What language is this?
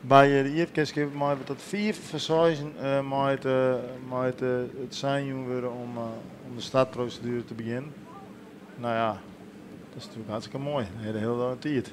Western Frisian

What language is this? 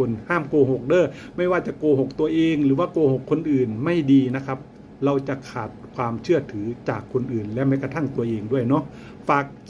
Northeastern Thai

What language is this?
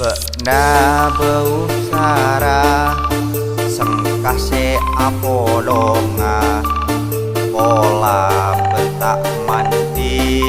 Madurese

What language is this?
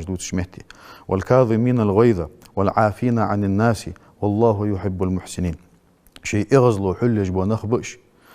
Ingush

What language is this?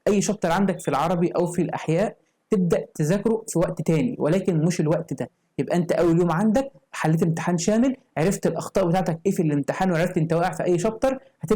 Egyptian Arabic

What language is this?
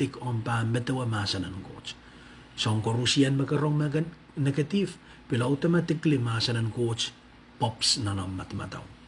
Pohnpeian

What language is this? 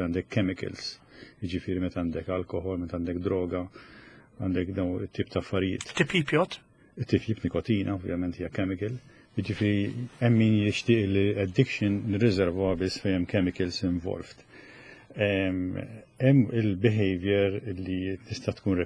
Maltese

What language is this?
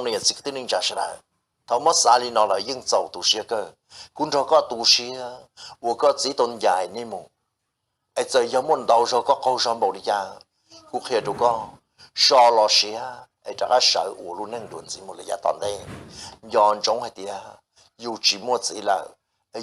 Hmong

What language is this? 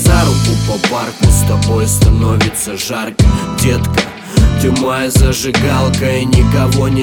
Russian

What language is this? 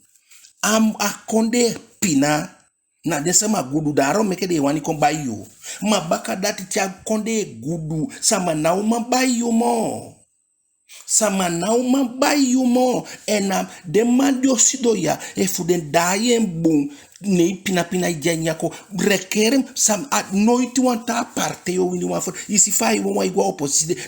Eastern Maroon Creole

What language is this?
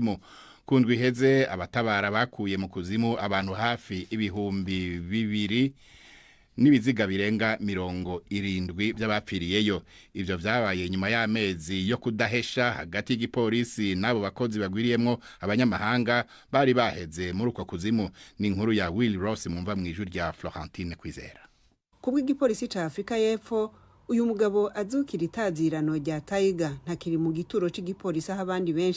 Rundi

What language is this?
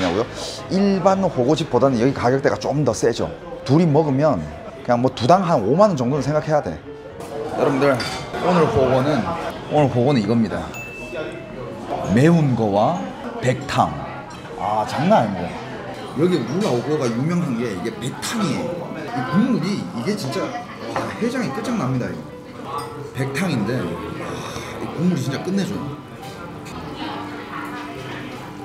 Korean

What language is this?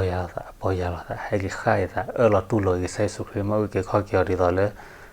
S'gaw Karen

